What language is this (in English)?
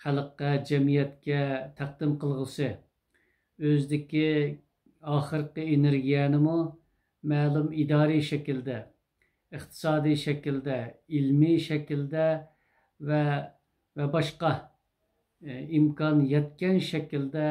Uyghur